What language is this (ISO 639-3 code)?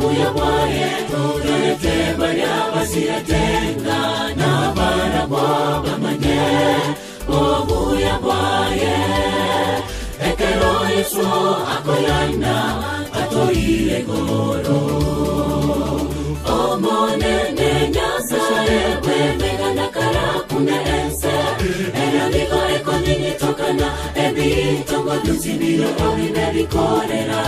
guz